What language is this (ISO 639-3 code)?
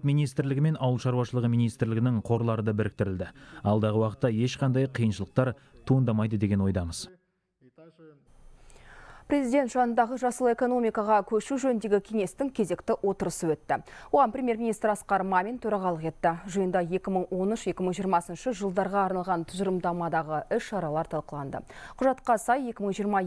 kaz